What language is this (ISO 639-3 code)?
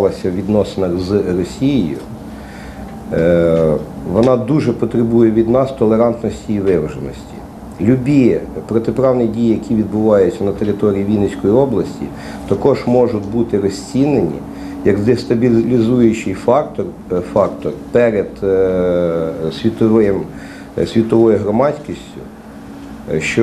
ukr